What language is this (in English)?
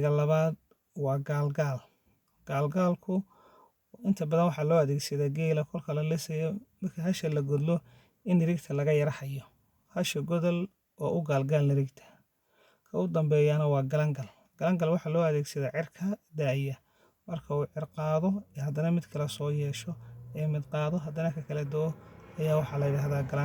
Somali